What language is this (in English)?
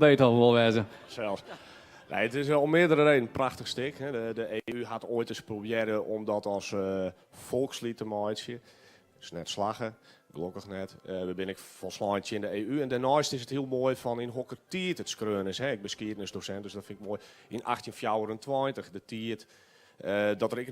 Western Frisian